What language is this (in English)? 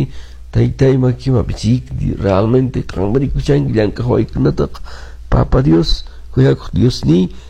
Quechua